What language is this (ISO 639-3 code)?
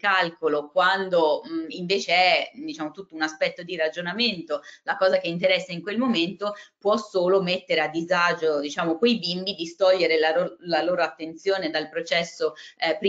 ita